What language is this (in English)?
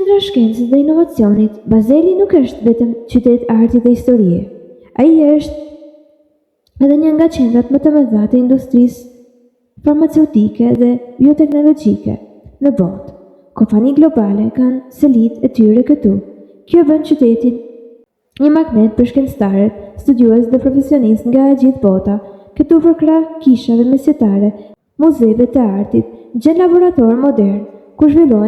Albanian